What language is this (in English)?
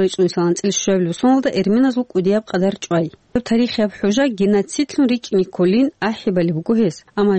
Avaric